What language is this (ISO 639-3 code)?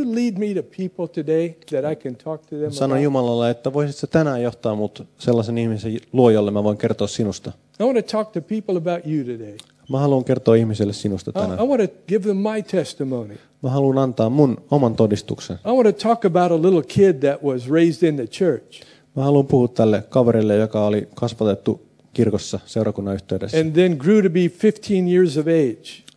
fin